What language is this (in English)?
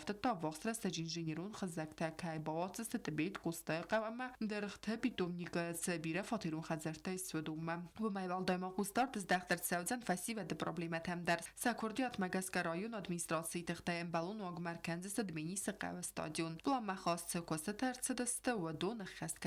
Ossetic